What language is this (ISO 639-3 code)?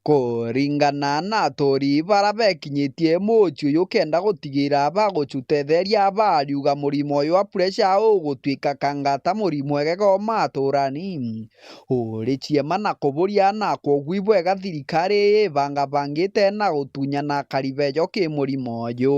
mer